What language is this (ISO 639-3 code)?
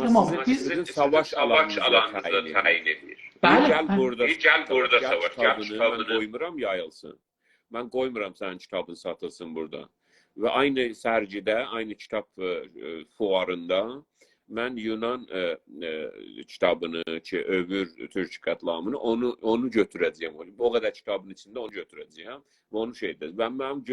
azb